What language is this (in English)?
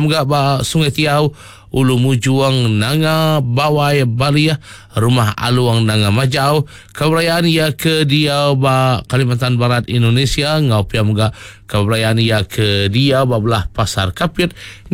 Iban